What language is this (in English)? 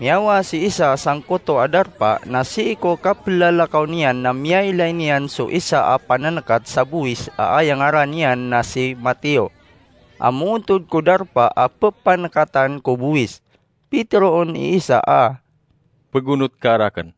Maranao